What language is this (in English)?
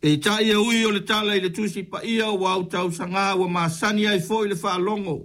Samoan